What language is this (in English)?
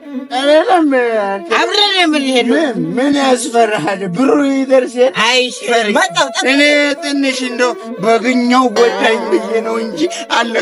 Amharic